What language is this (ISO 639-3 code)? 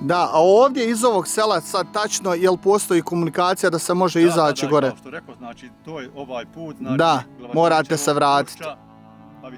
bos